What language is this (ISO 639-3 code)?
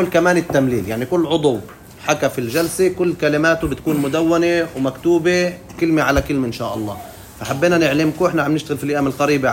apc